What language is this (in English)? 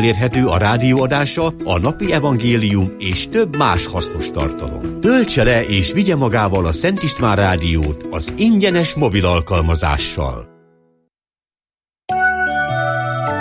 Hungarian